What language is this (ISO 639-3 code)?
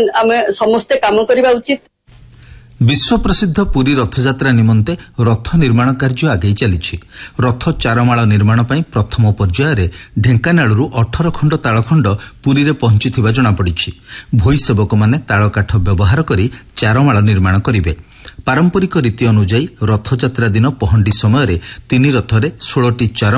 ori